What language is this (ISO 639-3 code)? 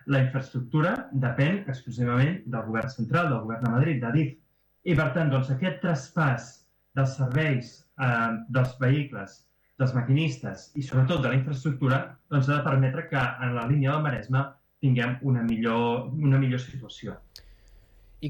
cat